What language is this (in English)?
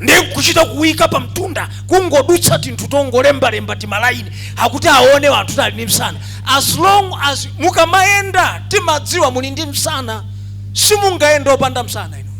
Nyanja